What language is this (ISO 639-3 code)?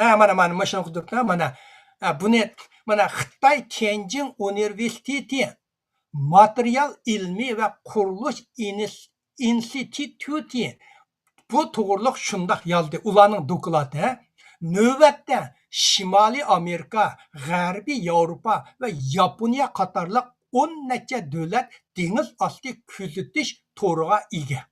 uig